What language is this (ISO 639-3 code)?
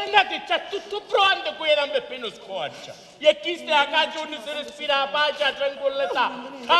scn